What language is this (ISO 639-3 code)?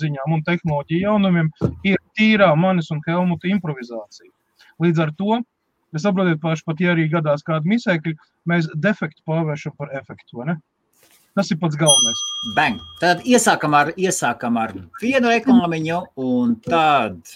lav